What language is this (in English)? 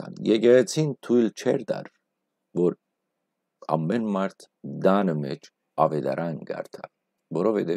Western Armenian